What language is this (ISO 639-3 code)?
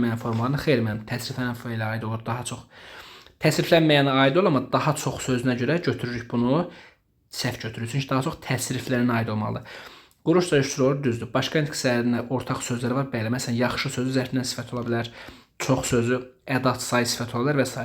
aze